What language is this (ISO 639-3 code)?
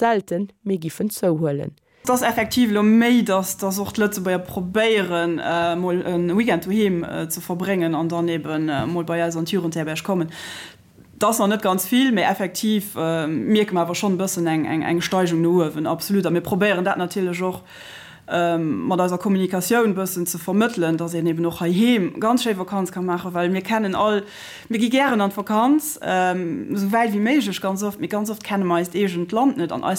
ltz